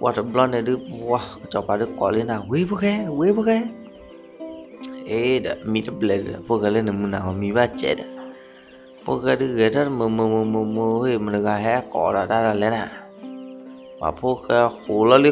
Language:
S'gaw Karen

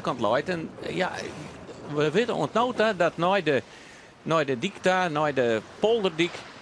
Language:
Western Frisian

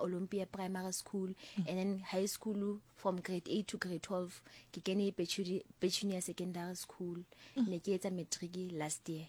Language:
Southern Sotho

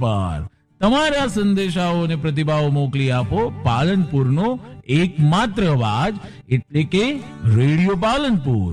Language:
Gujarati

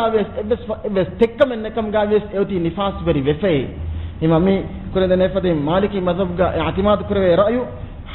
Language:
Divehi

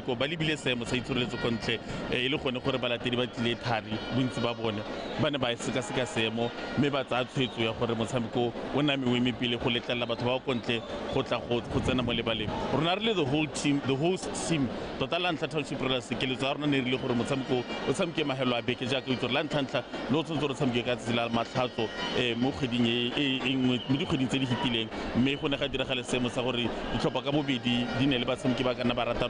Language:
Tswana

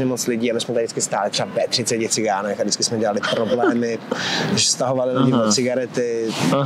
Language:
Czech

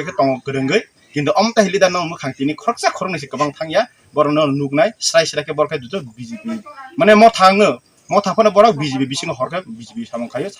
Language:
Kok Borok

